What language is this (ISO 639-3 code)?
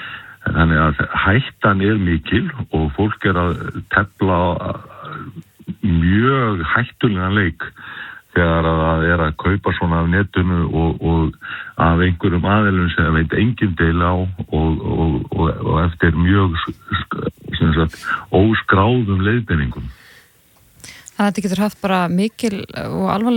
isl